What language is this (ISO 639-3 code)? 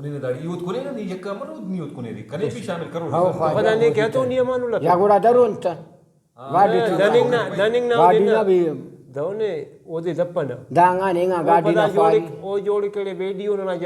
brh